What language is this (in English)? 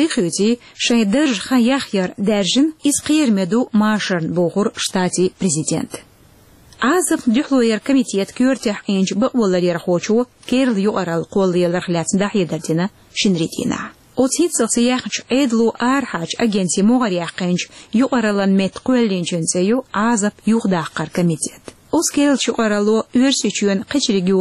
Chechen